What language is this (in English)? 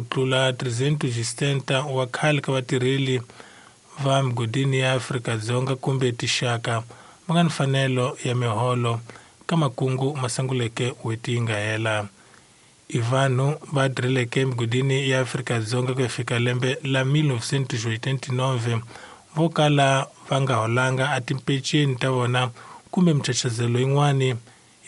Tsonga